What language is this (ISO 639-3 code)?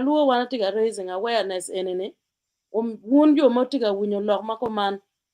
ach